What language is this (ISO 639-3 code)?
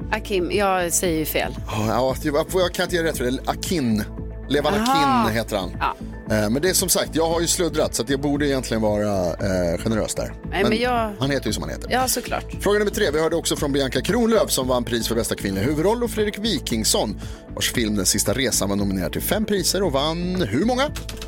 swe